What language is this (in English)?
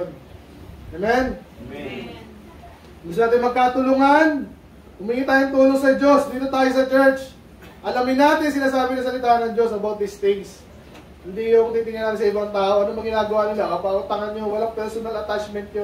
Filipino